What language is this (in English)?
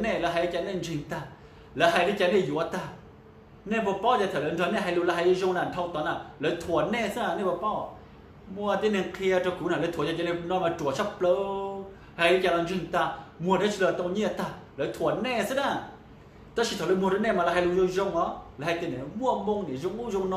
Hmong